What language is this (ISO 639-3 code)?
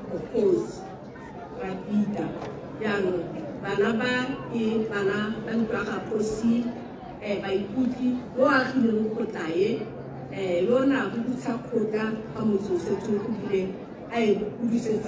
tsn